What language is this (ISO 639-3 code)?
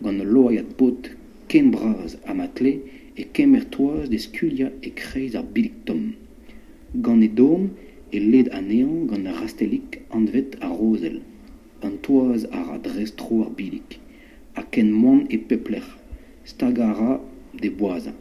bre